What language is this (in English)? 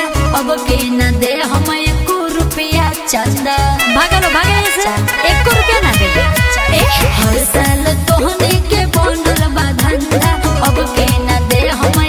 Bhojpuri